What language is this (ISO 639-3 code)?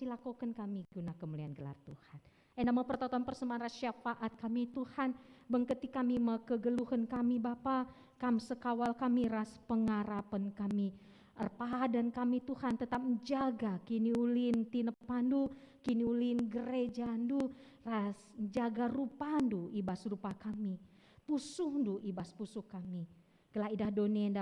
btx